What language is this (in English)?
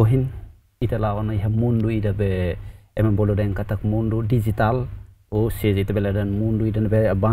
Tetum